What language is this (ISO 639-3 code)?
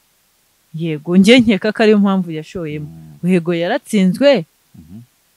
kin